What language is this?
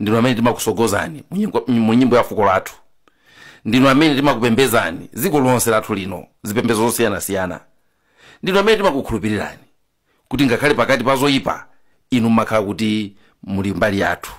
Nyanja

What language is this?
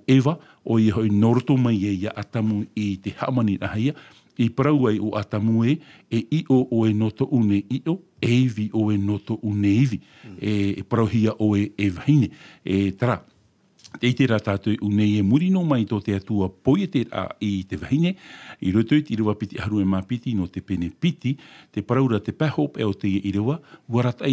Tahitian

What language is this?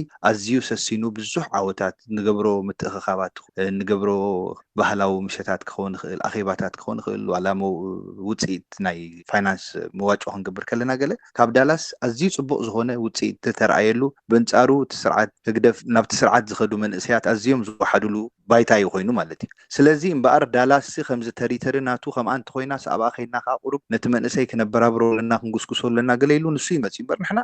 Tigrinya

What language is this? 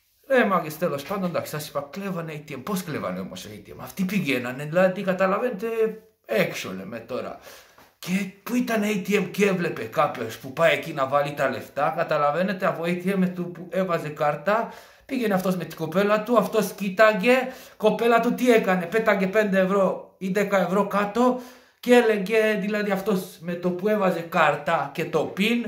Greek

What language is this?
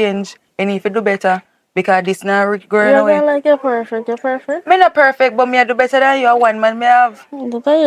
Jamaican Creole English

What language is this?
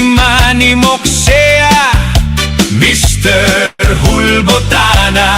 Bikol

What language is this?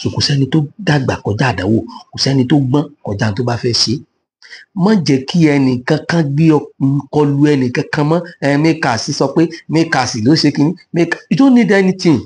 Yoruba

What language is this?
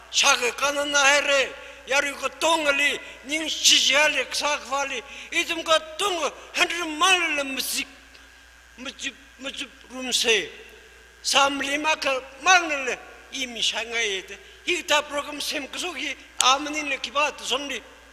Tangkhul Naga (India)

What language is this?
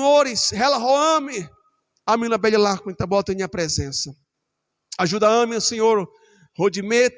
Tetum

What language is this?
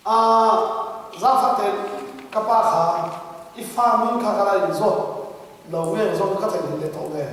Hakha Chin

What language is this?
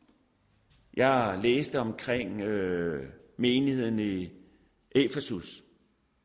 Danish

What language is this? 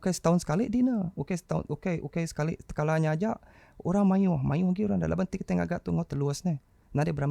Iban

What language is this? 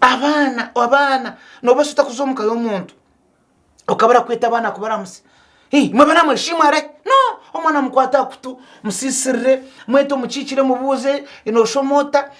Nyankole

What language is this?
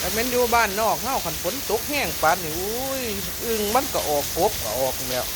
Northeastern Thai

